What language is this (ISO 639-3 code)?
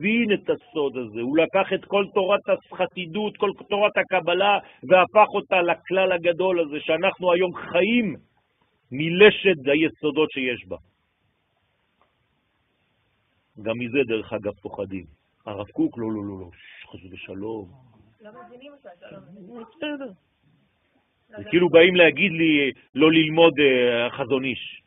heb